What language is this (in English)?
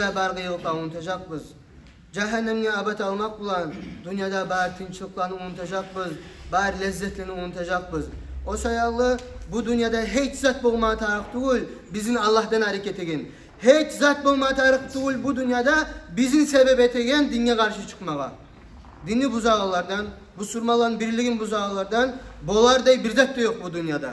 Kumyk